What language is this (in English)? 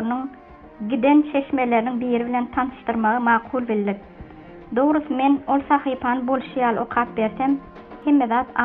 Turkmen